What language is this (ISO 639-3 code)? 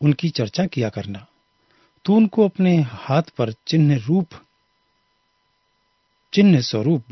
hin